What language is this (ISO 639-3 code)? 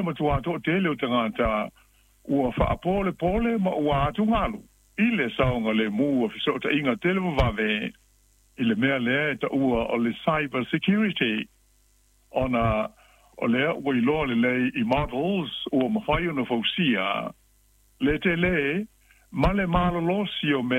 smo